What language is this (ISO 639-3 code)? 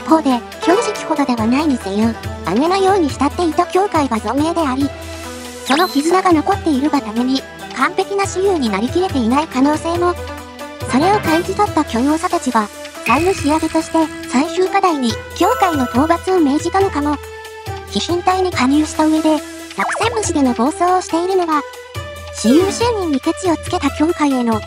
jpn